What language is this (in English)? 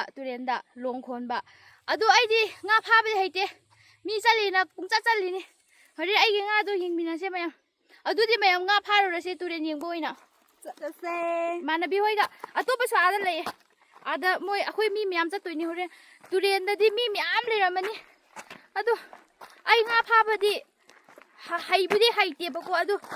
Manipuri